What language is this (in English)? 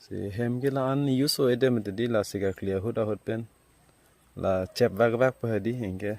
Karbi